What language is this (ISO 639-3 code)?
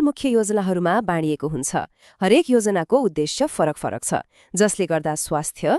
nep